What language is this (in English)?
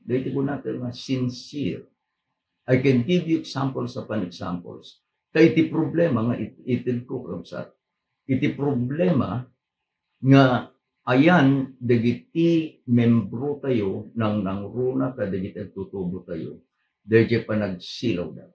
Iloko